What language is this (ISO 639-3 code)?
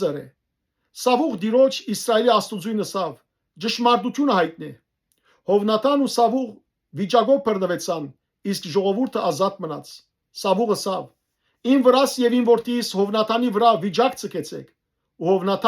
hyw